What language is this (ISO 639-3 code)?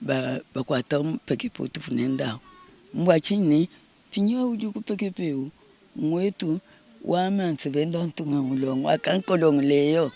lua